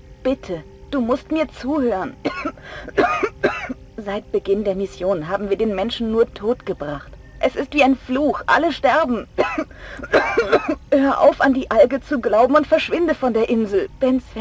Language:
Bavarian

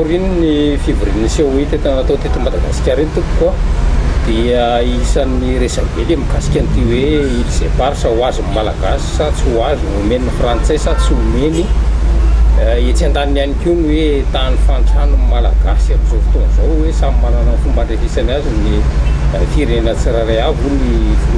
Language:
Malagasy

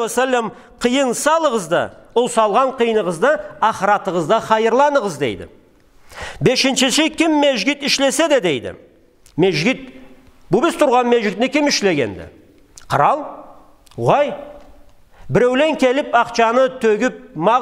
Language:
Karachay-Balkar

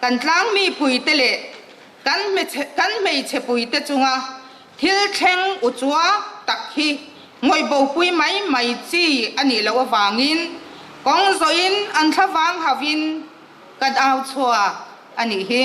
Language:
Mizo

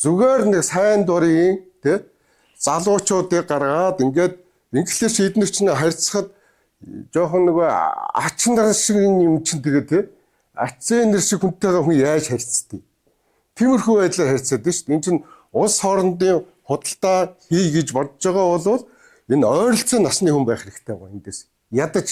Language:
Mongolian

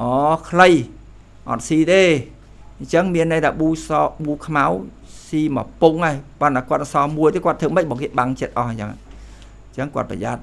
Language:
Khmer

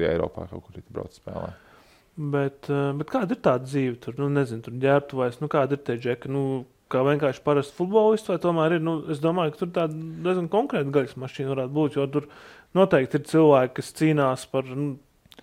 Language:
Latvian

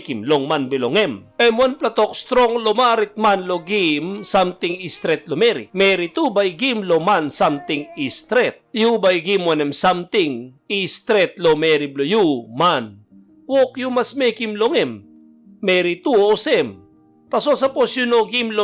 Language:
Tok Pisin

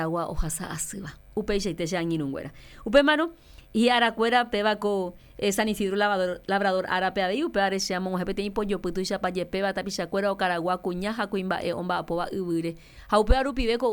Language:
Guarani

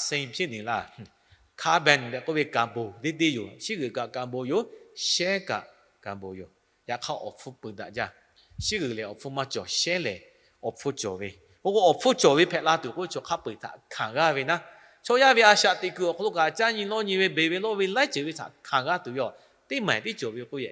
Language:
Lahu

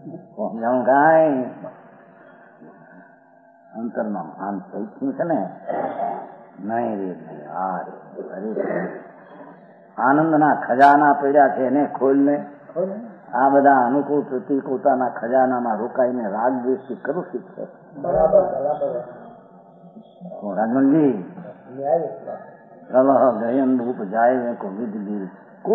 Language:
Gujarati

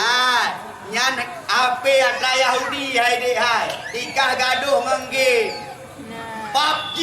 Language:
Achinese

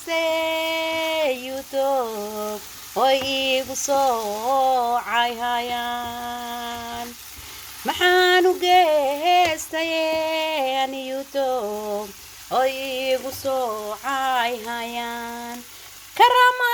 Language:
Somali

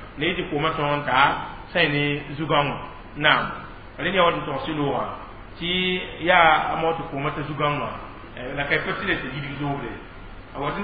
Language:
Mossi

